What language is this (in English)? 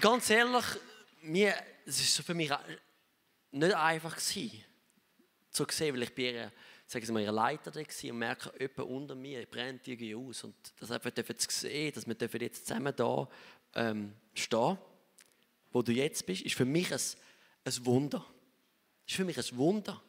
Swiss German